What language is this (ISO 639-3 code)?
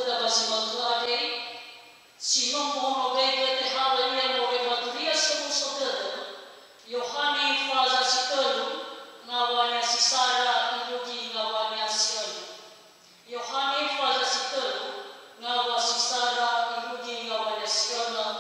nia